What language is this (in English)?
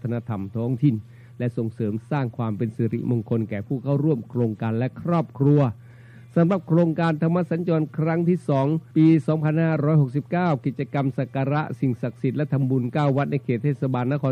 Thai